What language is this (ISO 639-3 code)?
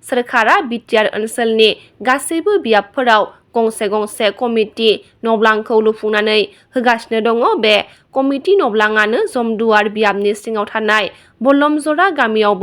brx